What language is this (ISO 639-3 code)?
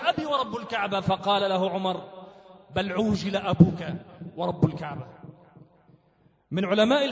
ara